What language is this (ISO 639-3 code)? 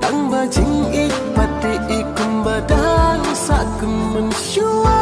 kha